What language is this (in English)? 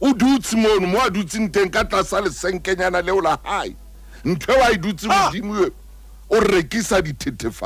Southern Sotho